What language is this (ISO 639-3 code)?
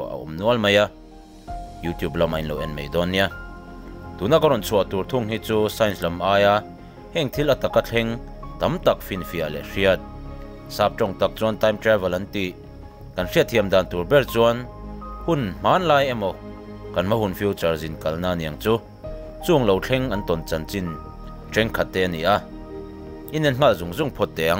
lus